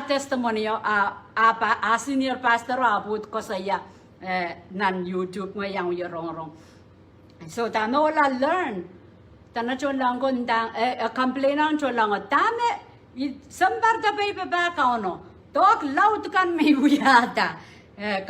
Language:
Pohnpeian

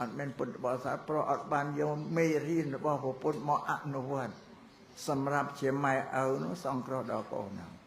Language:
Khmer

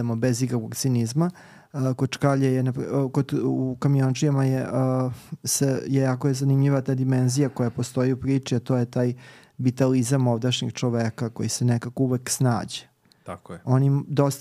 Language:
Serbian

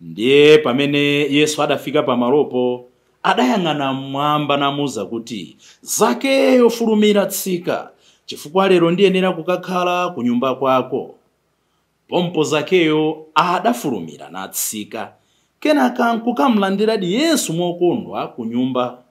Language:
Nyanja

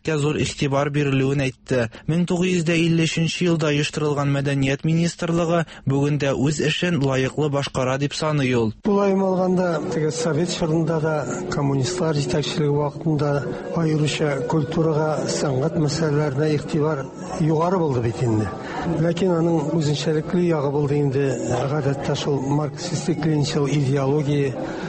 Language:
Tatar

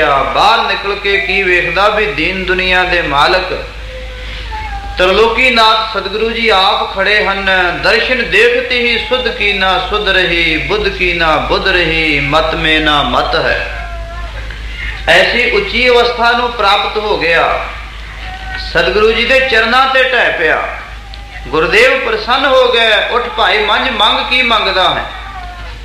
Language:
Punjabi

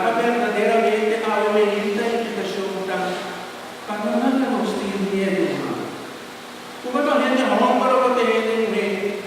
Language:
Papiamento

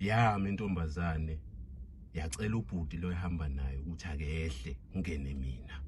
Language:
Zulu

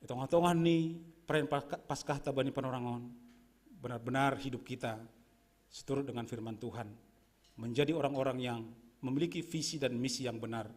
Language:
Batak Simalungun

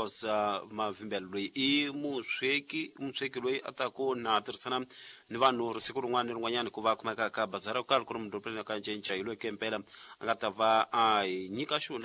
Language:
Tsonga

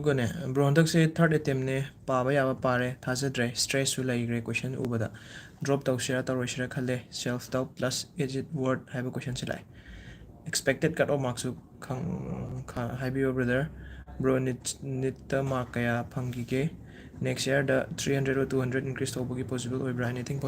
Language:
Manipuri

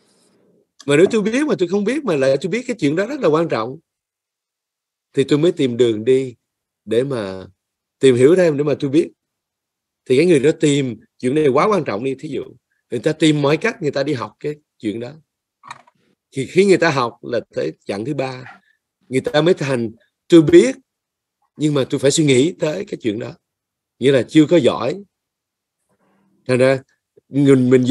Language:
Vietnamese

